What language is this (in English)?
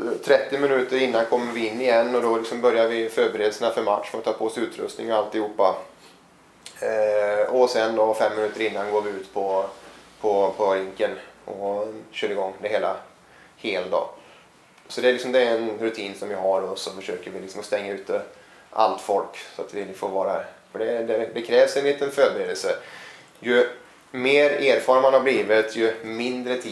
Swedish